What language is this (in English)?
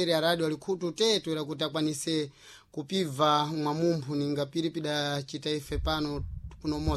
Sena